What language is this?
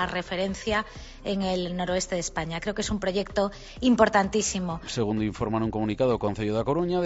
Galician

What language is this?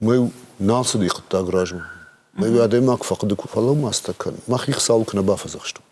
Ossetic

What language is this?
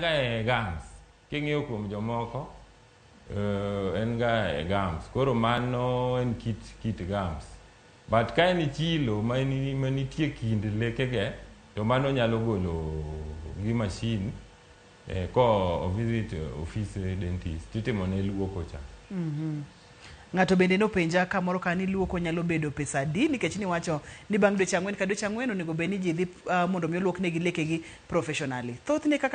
Luo (Kenya and Tanzania)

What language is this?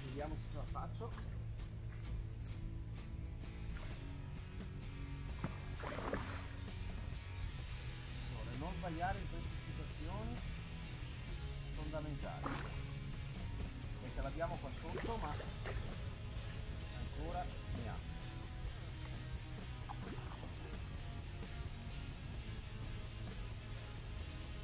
Italian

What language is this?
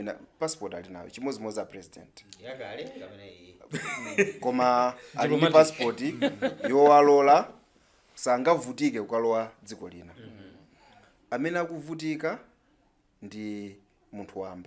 Nyanja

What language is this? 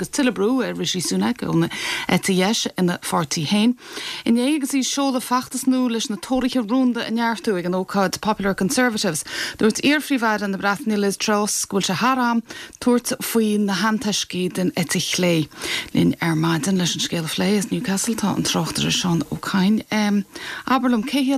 Irish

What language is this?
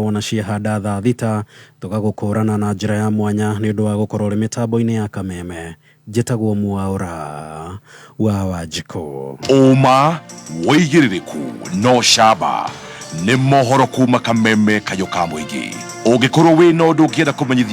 Kikuyu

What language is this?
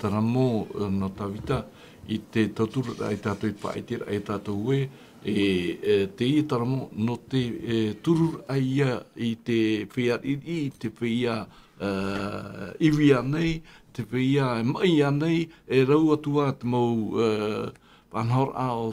Tahitian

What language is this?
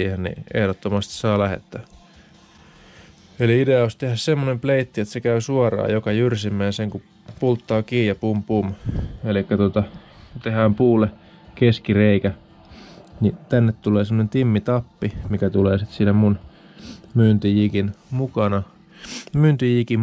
Finnish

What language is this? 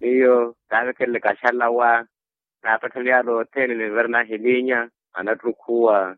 Makhuwa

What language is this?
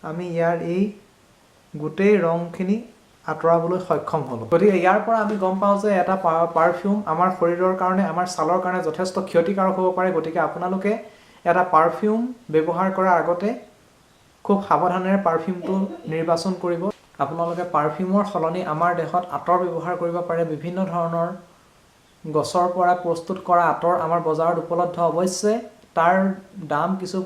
Assamese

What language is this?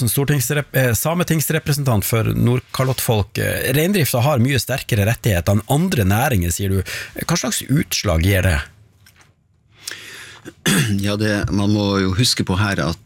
Norwegian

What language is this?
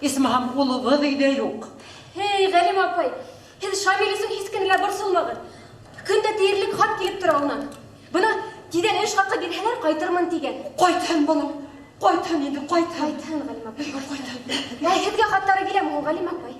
Bashkir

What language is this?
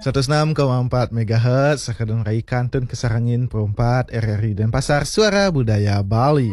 Balinese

